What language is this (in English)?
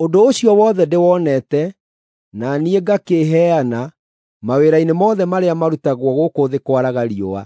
Kikuyu